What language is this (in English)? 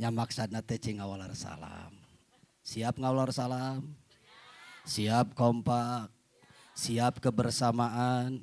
Sundanese